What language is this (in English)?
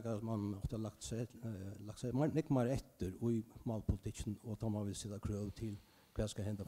Faroese